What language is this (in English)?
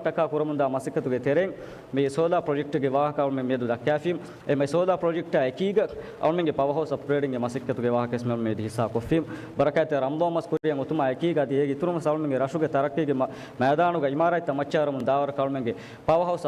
Divehi